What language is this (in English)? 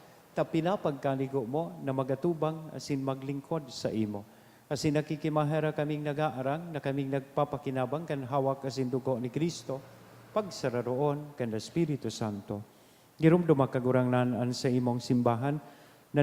Bikol